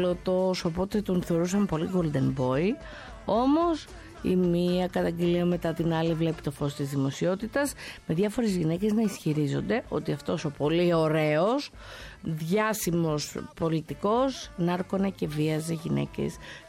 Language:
Greek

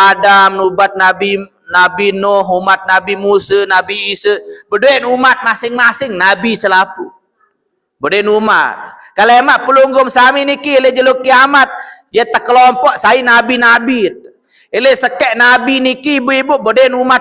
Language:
Sasak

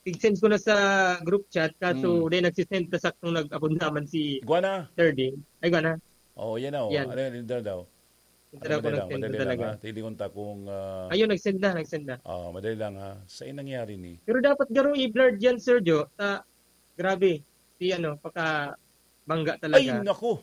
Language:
Bikol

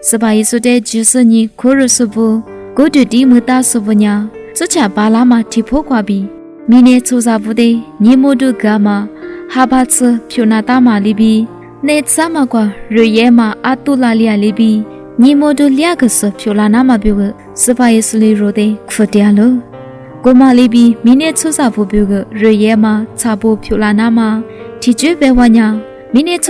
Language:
Lisu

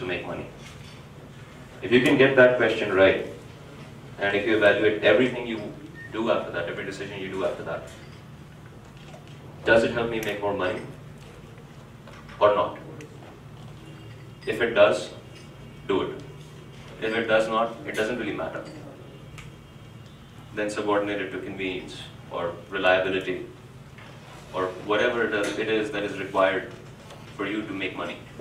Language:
English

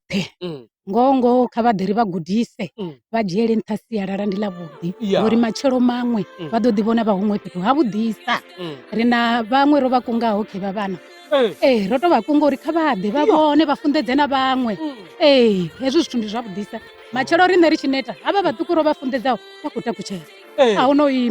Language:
Venda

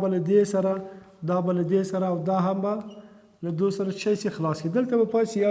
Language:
Pashto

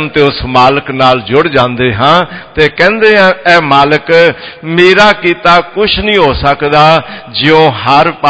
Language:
Punjabi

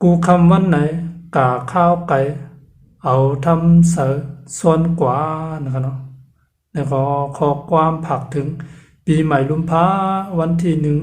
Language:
Shan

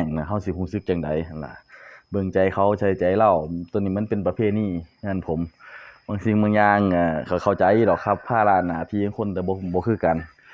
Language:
Northeastern Thai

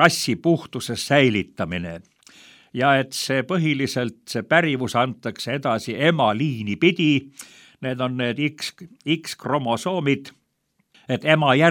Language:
Estonian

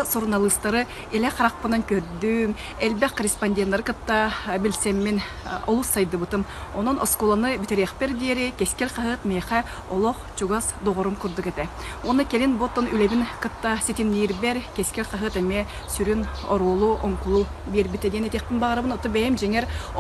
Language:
Yakut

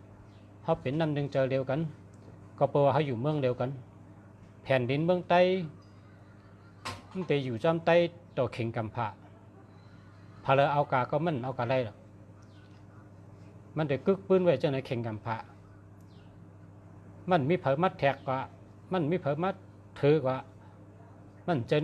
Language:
Shan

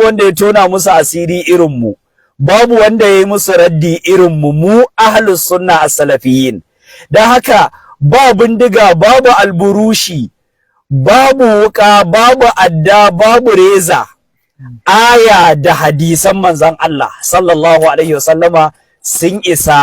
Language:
Hausa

